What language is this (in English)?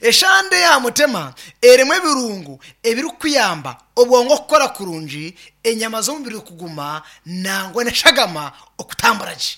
Nyankole